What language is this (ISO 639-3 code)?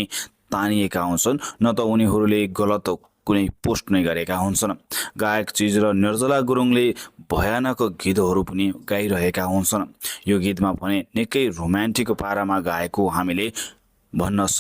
nep